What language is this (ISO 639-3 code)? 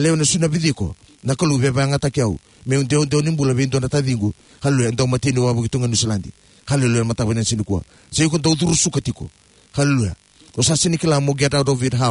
fij